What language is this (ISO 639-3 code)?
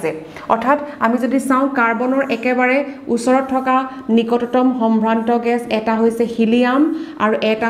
asm